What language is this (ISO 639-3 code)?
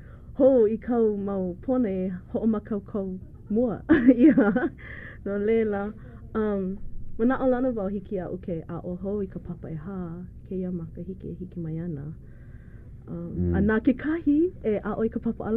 haw